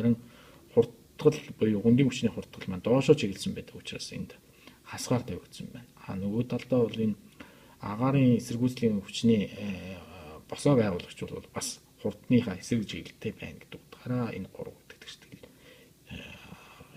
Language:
Mongolian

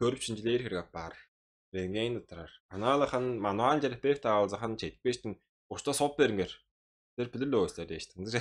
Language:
Tuvinian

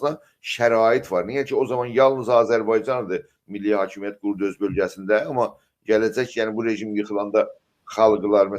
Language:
South Azerbaijani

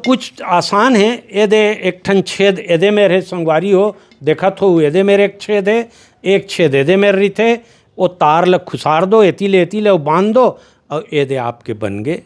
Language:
Chhattisgarhi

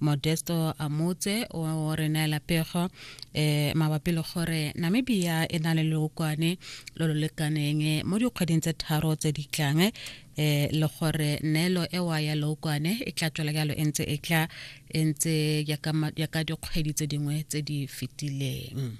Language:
Tswana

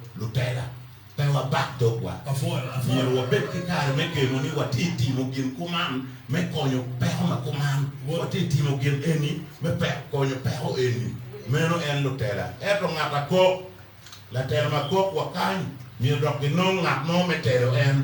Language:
Acoli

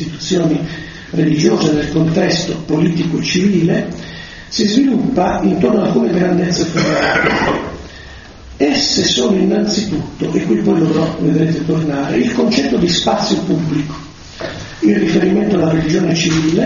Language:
Italian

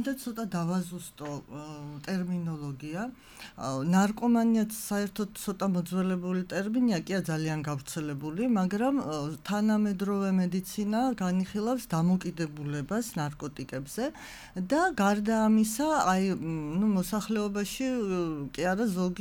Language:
Georgian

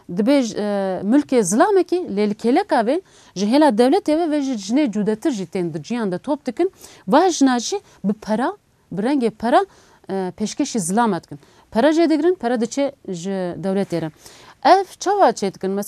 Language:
Kurdish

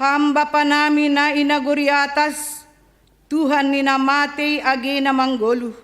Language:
Batak Simalungun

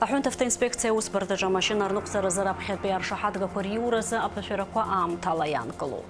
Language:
Abkhazian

